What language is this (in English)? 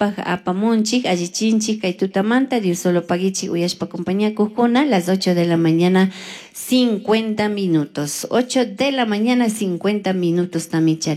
Chimborazo Highland Quichua